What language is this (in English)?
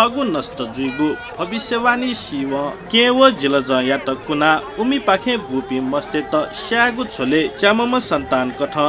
Newari